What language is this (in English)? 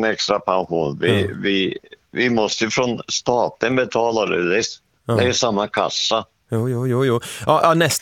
Swedish